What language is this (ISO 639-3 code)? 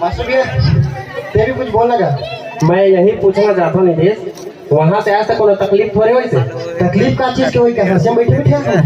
hne